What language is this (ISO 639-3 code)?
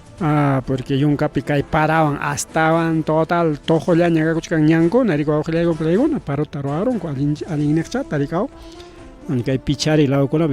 quy